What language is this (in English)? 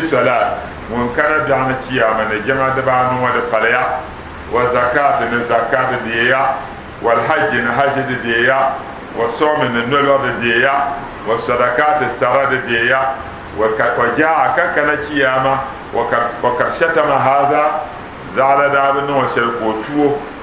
Dagbani